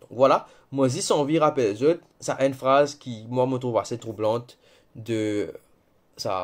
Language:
Morisyen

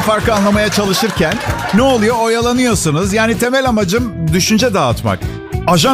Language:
Turkish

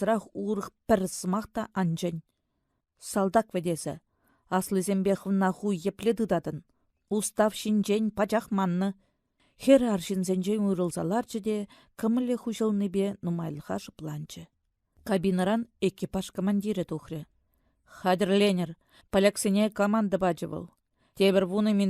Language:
Chuvash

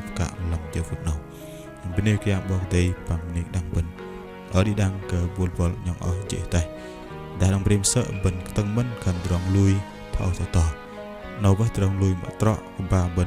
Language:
Bahnar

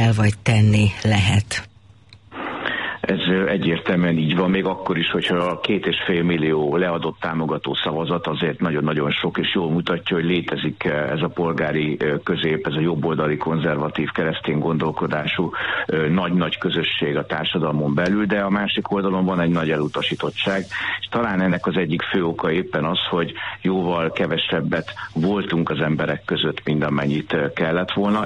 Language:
Hungarian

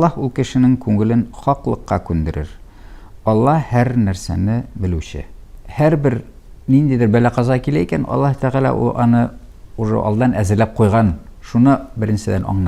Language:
Tatar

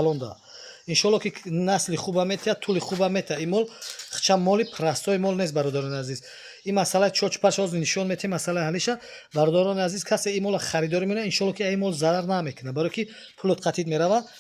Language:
Tajik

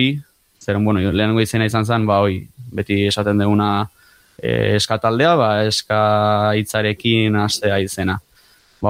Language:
Basque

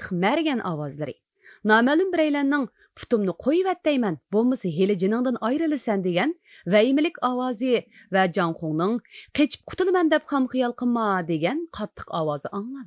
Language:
Uyghur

